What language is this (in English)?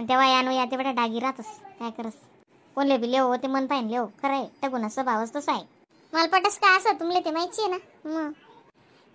Khandesi